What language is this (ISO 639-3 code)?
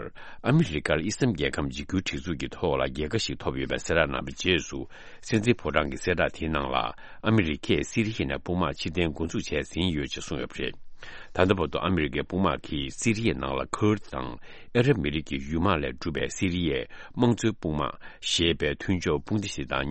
bod